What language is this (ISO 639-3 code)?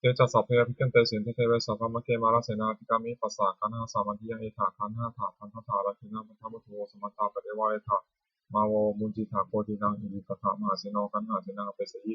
pli